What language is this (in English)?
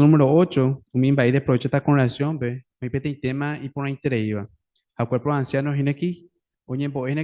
Guarani